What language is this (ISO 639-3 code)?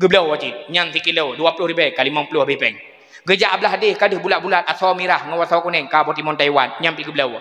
ace